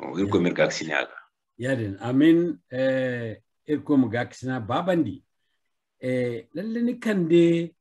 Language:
Zarma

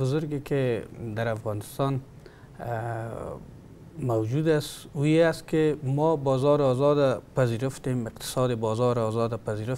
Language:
Persian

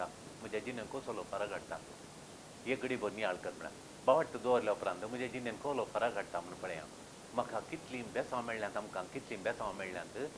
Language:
Konkani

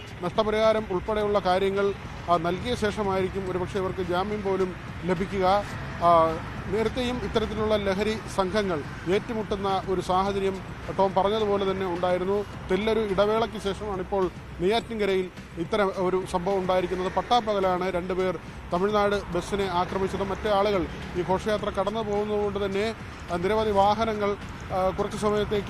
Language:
Malayalam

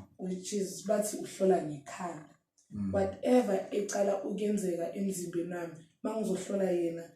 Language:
Zulu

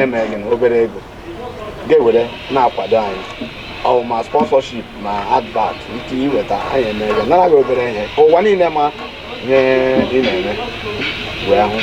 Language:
Igbo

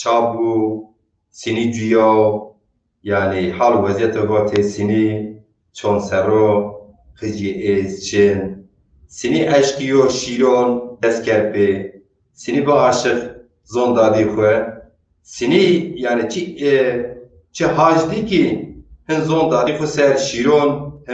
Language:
Zaza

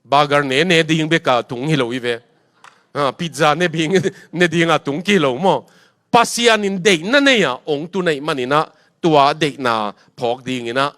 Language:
Tedim Chin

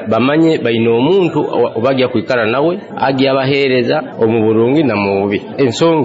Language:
Nyoro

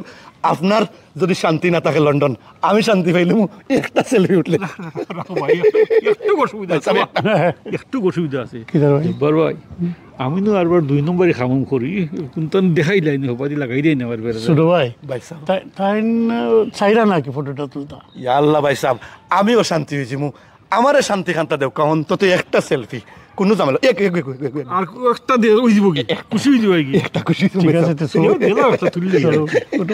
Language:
Sylheti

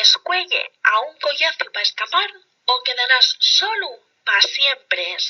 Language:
Asturian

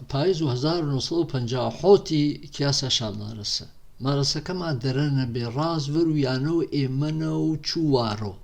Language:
Gurani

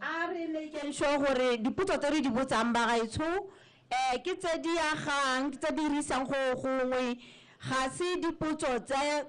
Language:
Tswana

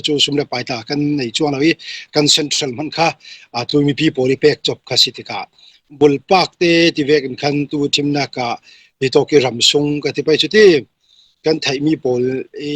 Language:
Falam Chin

